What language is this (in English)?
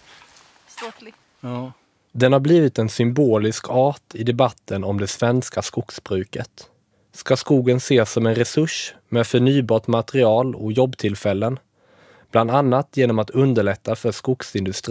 Swedish